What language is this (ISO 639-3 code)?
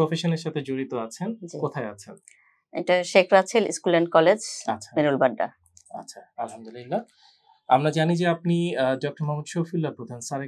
ben